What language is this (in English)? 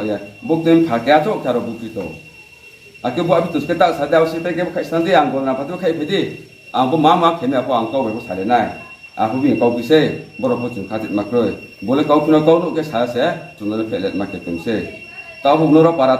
Riang (India)